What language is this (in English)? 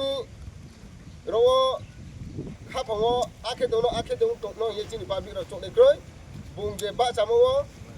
Riang (India)